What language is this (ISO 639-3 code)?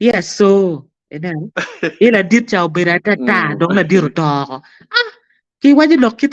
ach